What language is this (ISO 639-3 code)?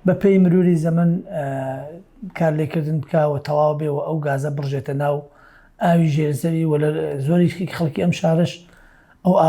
ckb